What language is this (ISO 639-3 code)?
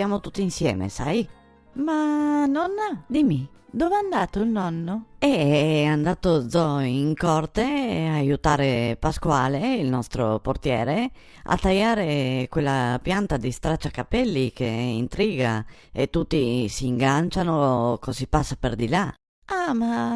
vec